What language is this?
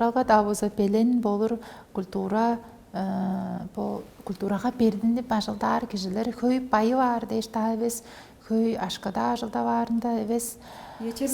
Tuvinian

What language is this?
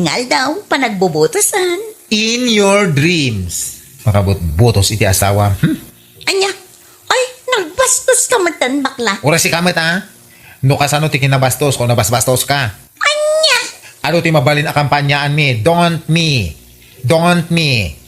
Iloko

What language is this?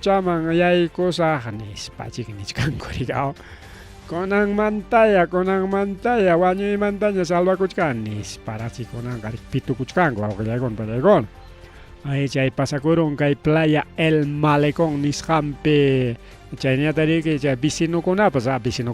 Ayacucho Quechua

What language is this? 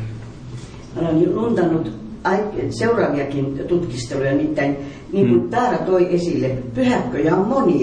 Finnish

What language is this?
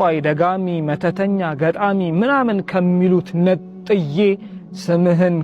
Amharic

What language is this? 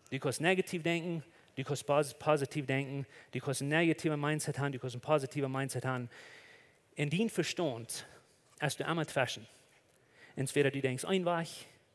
Plautdietsch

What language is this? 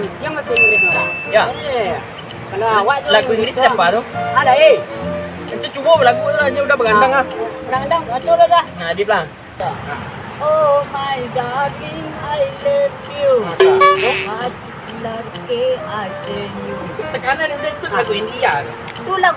Minangkabau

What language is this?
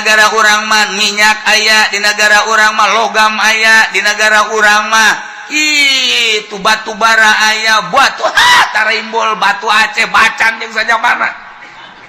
Sundanese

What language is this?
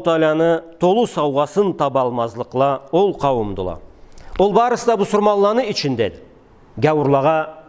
Karachay-Balkar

